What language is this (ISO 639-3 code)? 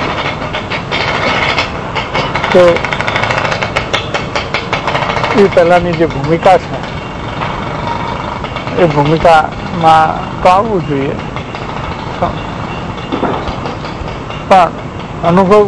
guj